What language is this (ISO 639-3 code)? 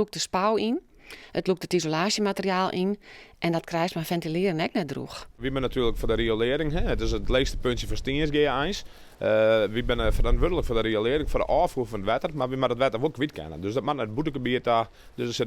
fry